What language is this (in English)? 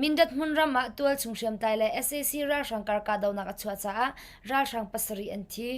Hakha Chin